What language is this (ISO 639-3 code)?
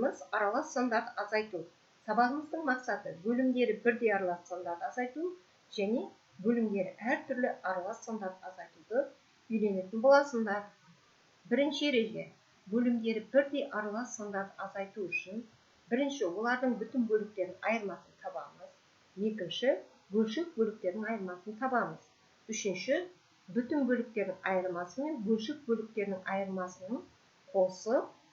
kaz